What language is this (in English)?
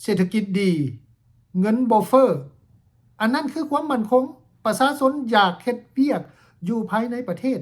Lao